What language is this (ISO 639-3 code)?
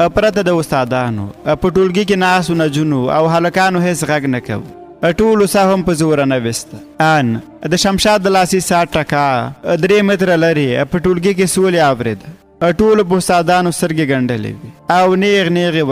pus